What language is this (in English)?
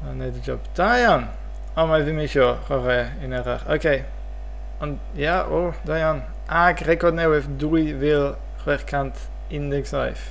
Welsh